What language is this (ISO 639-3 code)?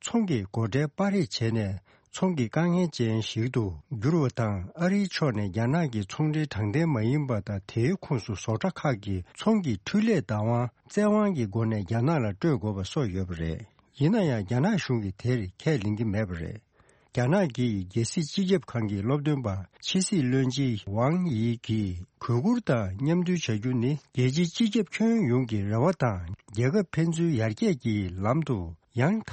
bod